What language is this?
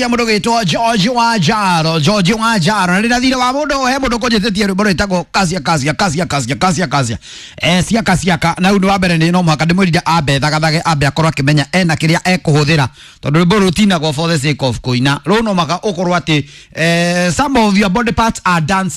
Kikuyu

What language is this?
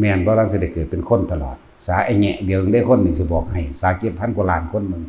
Lao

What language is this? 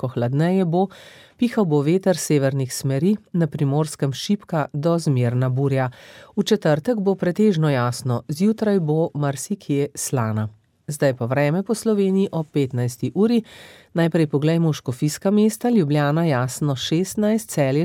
Slovenian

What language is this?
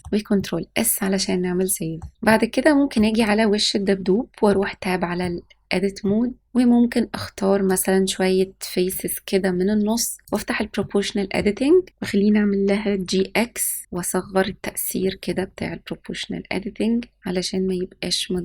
Egyptian Arabic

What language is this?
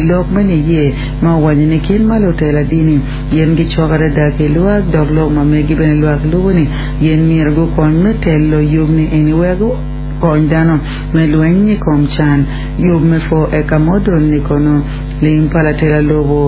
Acoli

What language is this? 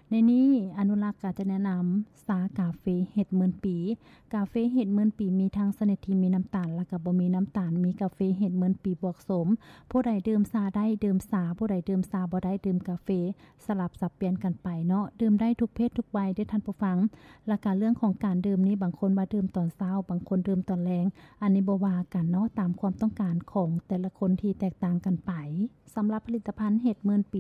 Lao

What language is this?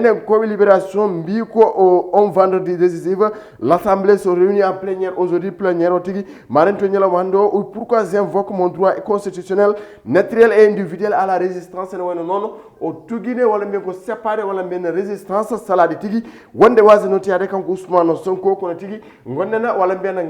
Fula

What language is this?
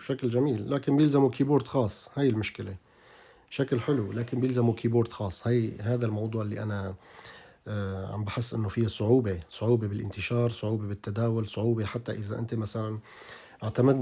North Levantine Arabic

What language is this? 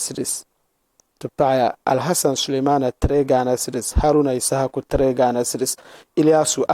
Dagbani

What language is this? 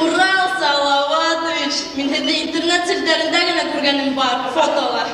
Bashkir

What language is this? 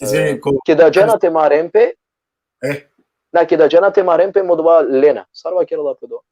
Balkan Romani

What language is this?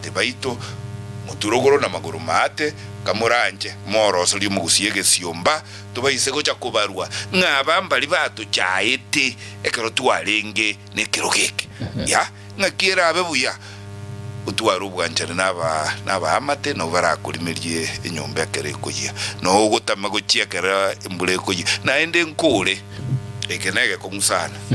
Gusii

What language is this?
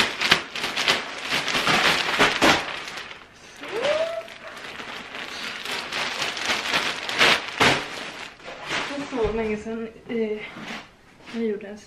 Swedish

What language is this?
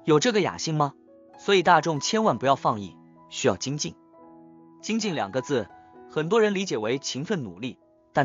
Chinese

